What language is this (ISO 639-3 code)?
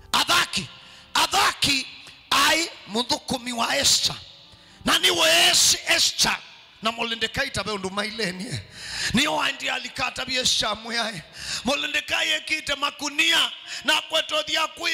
kam